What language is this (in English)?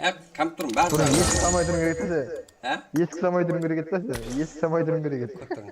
Kara-Kalpak